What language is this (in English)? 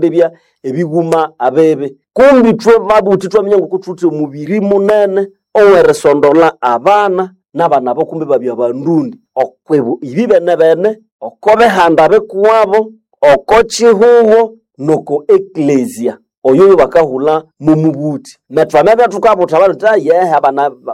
Nande